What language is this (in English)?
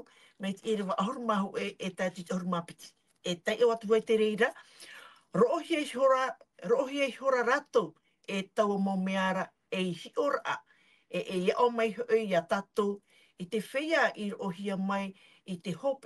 Tahitian